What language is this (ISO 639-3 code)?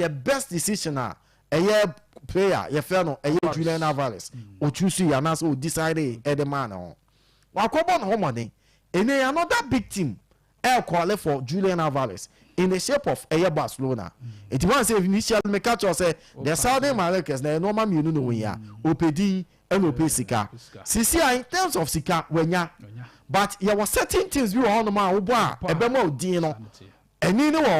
aka